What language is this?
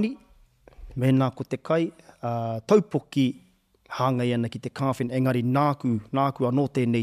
Māori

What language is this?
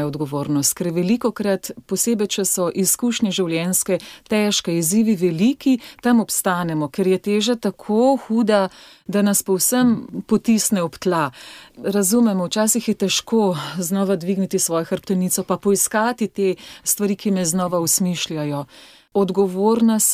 Slovenian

